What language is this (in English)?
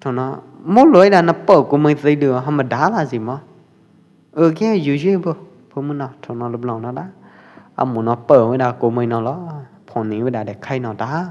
Pwo Eastern Karen